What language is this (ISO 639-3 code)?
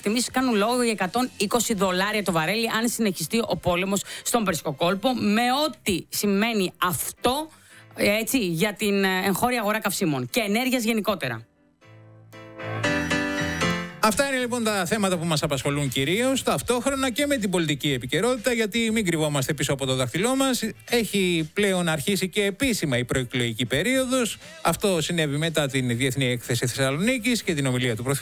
ell